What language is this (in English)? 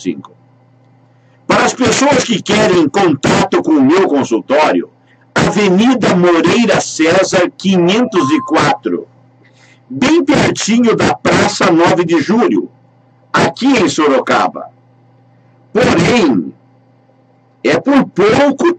Portuguese